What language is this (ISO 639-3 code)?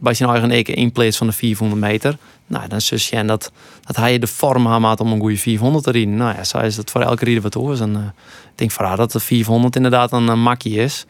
fry